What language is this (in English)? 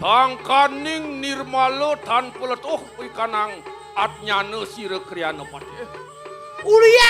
Balinese